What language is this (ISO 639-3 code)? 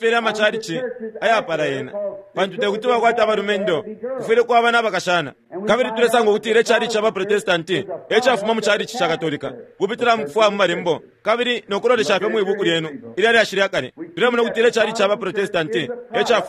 bem